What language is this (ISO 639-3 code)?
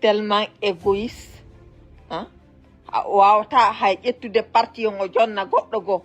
ful